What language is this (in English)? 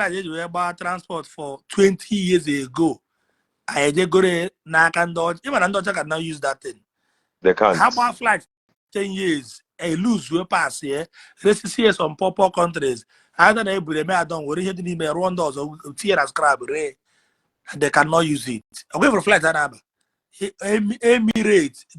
Igbo